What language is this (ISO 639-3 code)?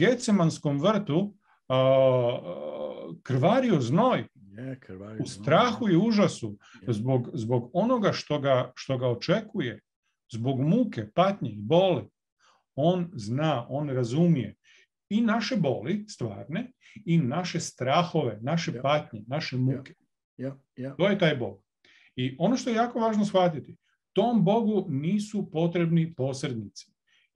hrv